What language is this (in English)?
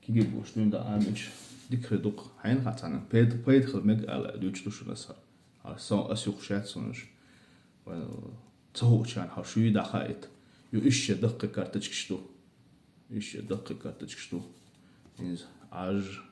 Chechen